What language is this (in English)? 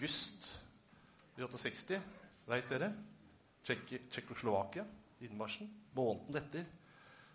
Norwegian